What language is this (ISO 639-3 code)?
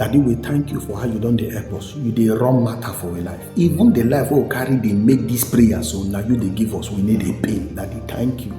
pcm